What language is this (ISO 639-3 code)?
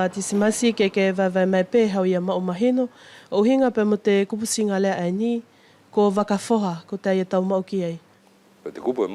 wls